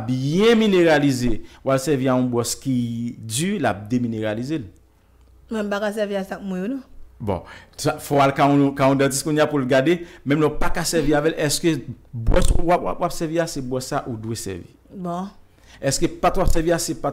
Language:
Haitian Creole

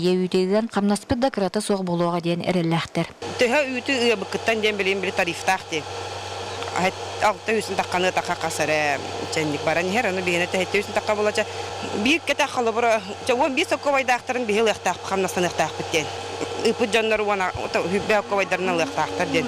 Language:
Yakut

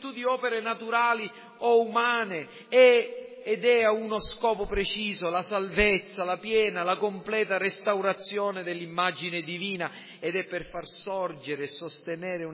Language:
Italian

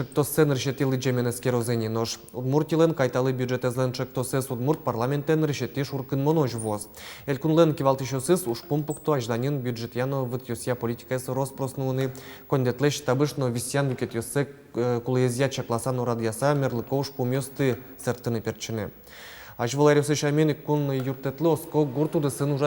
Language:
Udmurt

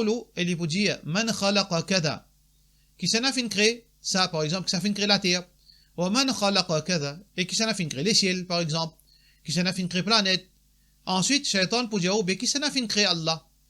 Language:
Morisyen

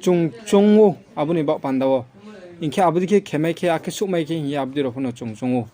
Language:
Riang (India)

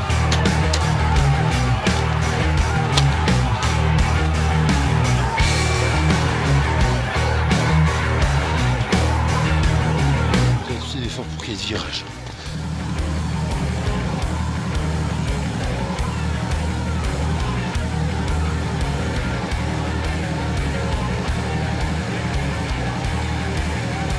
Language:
French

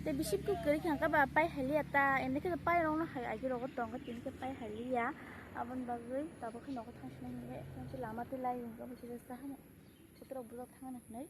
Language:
Kok Borok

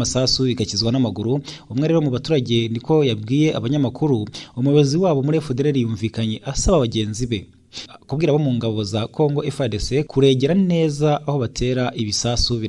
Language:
Kinyarwanda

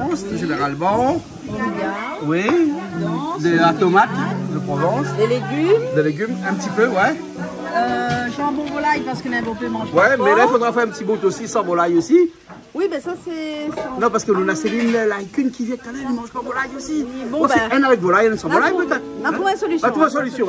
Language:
Réunion Creole French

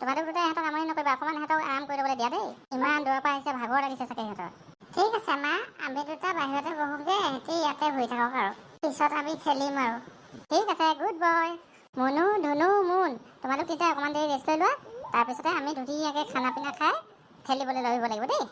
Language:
Assamese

